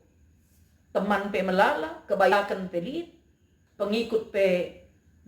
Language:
Batak Karo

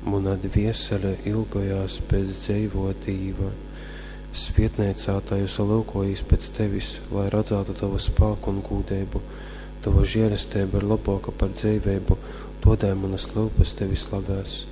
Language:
Latgalian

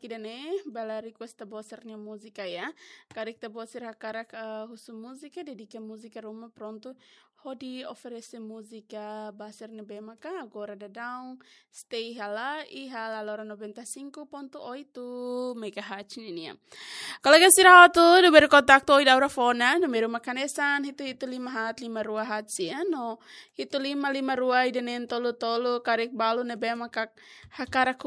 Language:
Tetum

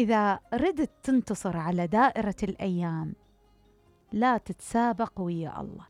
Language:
Mesopotamian Arabic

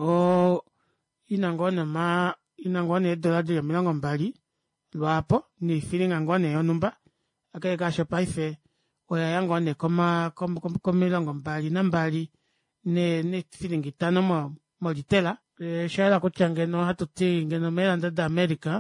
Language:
Kuanyama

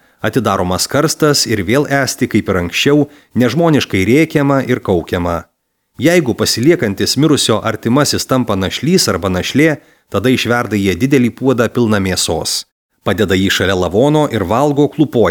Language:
Lithuanian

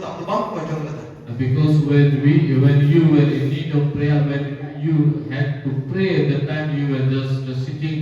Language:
Santali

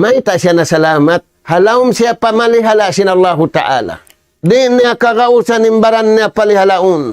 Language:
Tausug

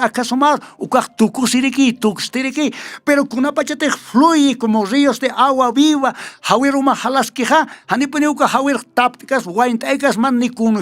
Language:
Aymara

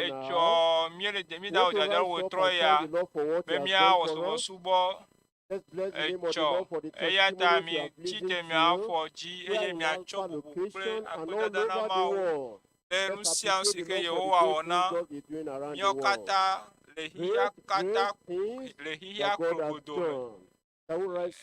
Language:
Ewe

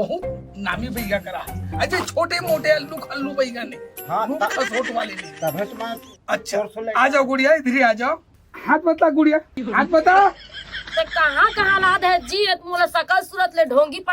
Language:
Chhattisgarhi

